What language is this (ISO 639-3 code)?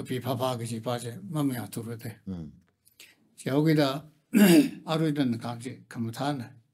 nmf